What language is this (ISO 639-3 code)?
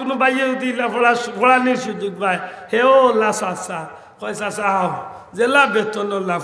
syl